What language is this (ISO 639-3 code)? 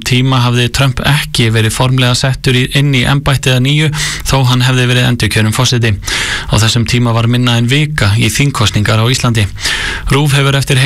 isl